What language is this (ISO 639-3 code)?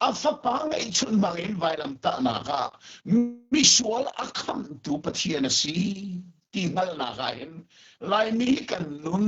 cnh